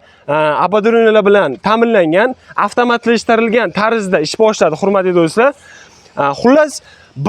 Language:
Uzbek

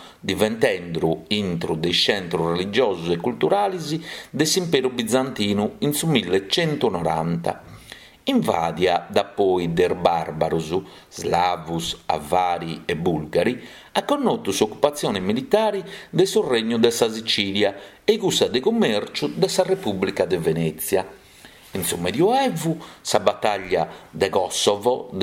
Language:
Sardinian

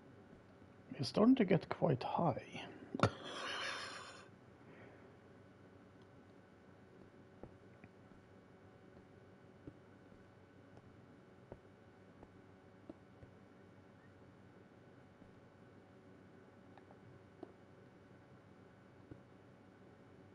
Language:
English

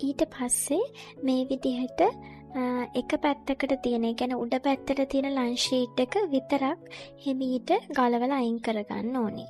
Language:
Sinhala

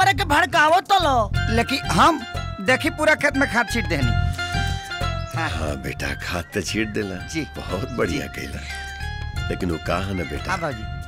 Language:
Bhojpuri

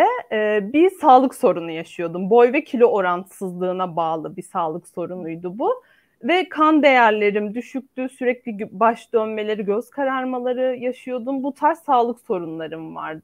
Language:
Turkish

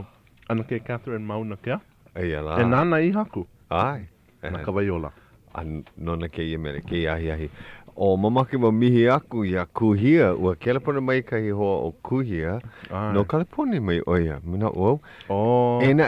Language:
Hawaiian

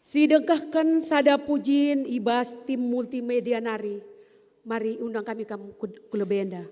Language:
Batak Karo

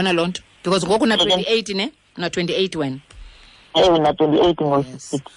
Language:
Xhosa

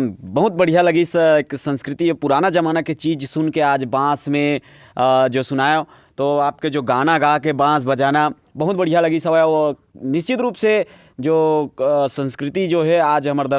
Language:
Chhattisgarhi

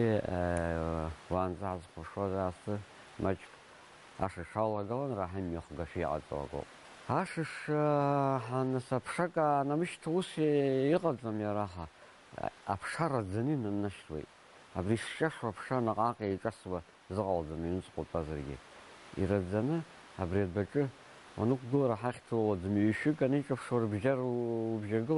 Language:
Abkhazian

